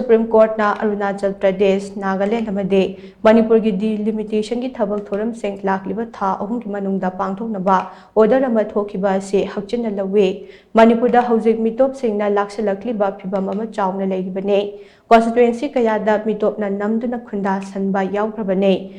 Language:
Manipuri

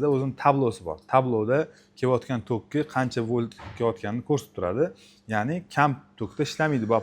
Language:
Uzbek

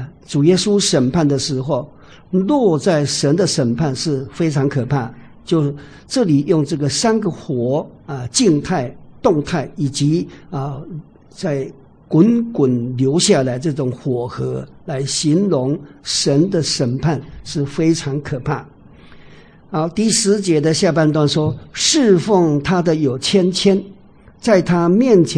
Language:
Chinese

